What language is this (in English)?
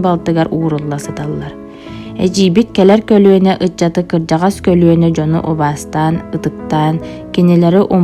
Yakut